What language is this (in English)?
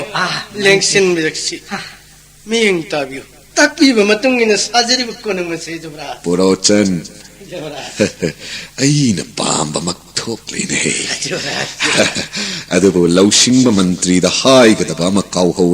Manipuri